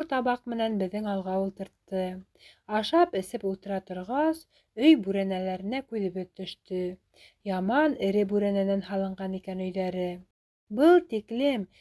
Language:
Bashkir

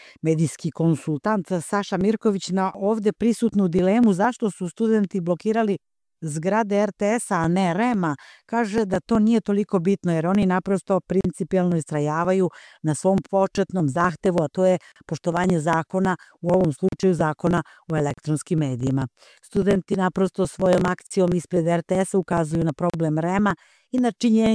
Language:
Serbian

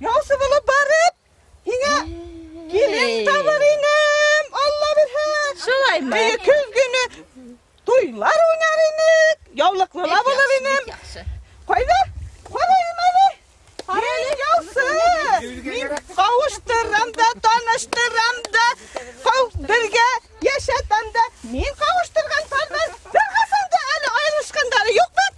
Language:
Bashkir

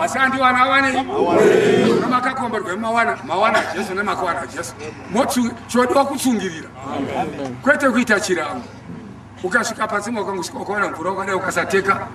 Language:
Shona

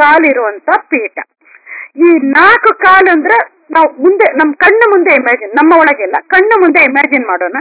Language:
Kannada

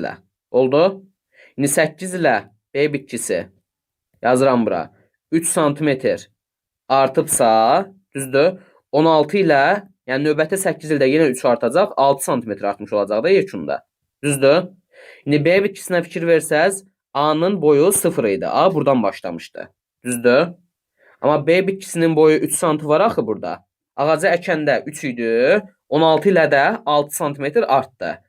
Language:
Azerbaijani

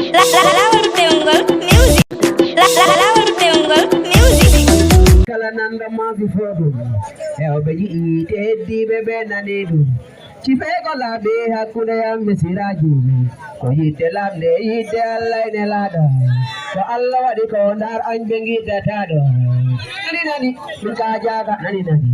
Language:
Fula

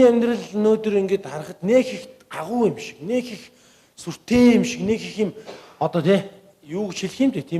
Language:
Mongolian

